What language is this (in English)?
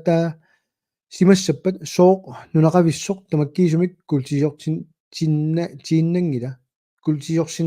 Kalaallisut